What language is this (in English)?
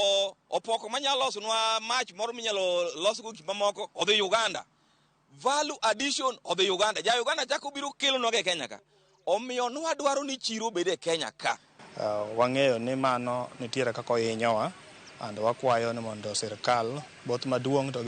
Luo (Kenya and Tanzania)